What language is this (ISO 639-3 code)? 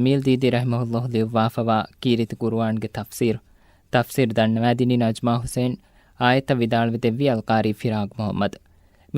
div